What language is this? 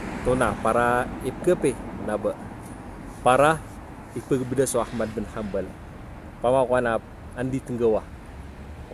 Maranao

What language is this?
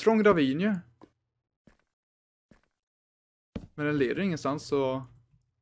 Swedish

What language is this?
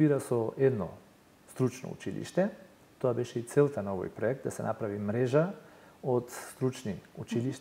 Macedonian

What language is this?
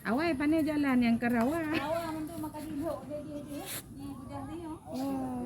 Achinese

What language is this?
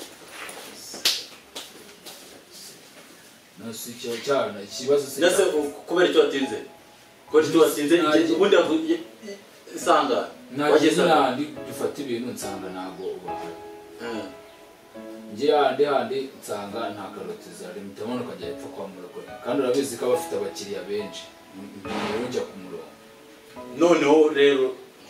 Kinyarwanda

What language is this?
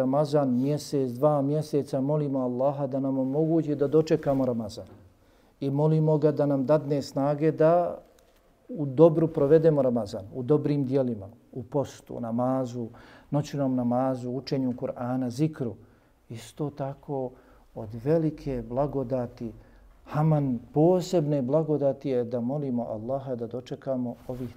Bosnian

